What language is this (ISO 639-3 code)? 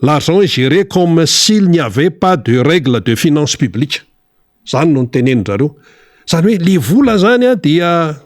mlg